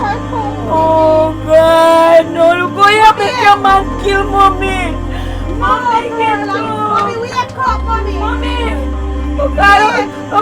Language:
Jamaican Creole English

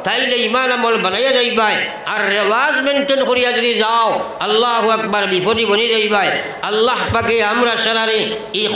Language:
Sylheti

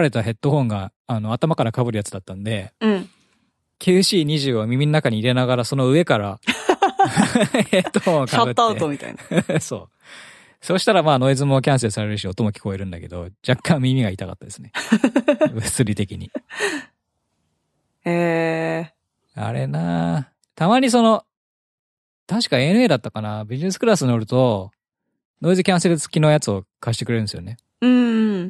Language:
Japanese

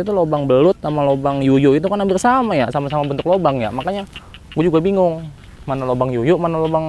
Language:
Betawi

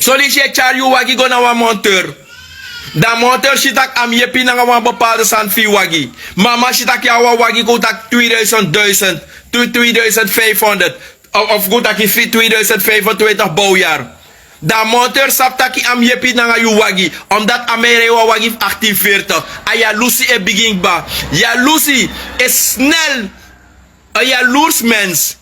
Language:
Sranan Tongo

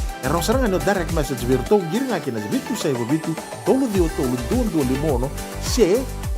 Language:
Fijian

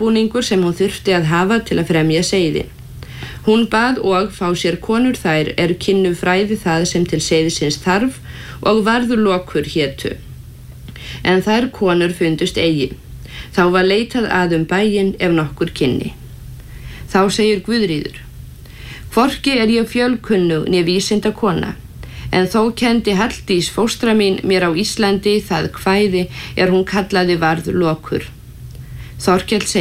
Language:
Icelandic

